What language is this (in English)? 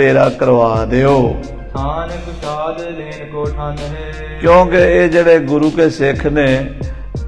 Punjabi